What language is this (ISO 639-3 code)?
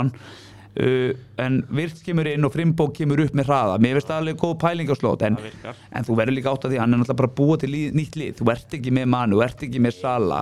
isl